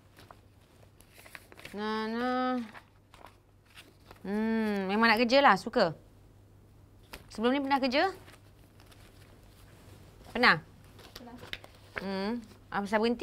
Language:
Malay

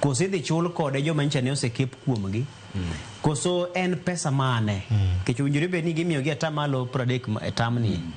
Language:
Luo (Kenya and Tanzania)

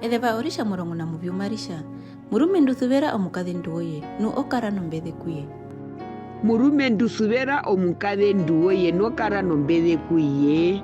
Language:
Herero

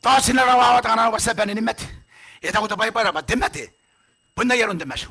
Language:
Gilbertese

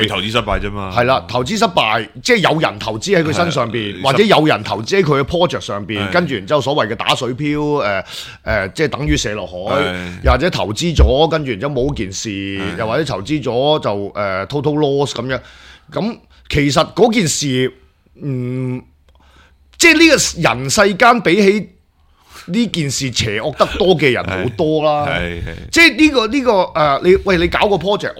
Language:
Cantonese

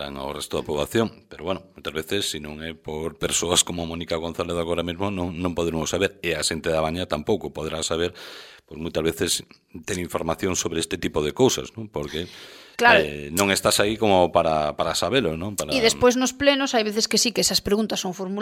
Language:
Galician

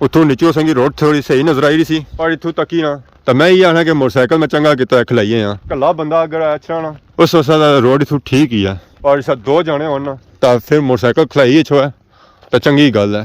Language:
Pahari-Potwari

